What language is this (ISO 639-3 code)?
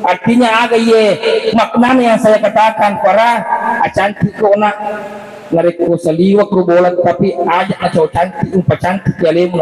bug